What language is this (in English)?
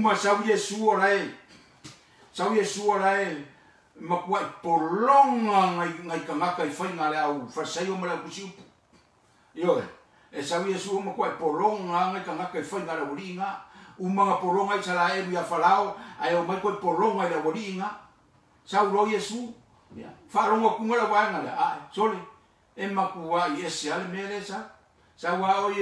Samoan